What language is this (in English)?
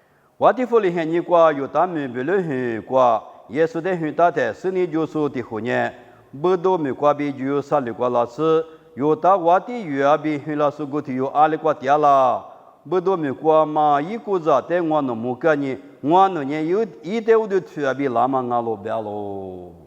Lisu